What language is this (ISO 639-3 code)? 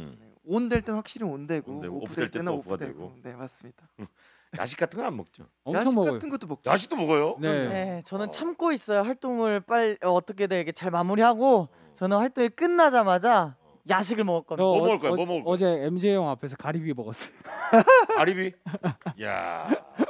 kor